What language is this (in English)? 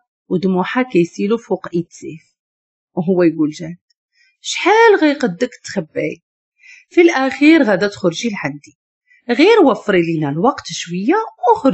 Moroccan Arabic